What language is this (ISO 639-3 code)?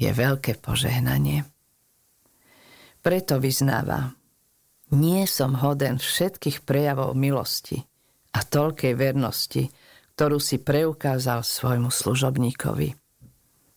slk